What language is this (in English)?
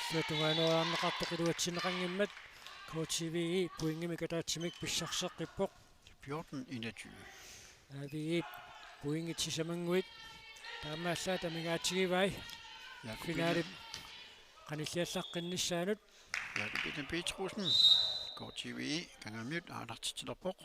Kalaallisut